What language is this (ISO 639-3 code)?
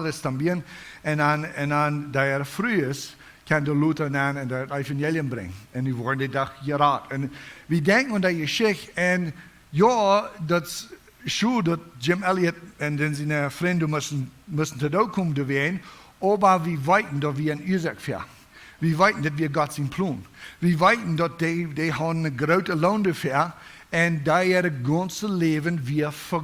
pdt